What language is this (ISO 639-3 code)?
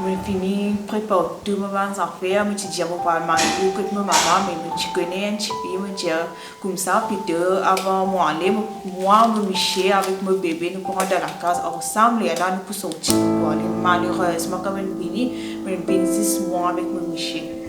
mfe